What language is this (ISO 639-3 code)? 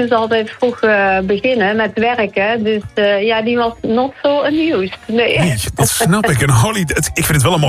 nld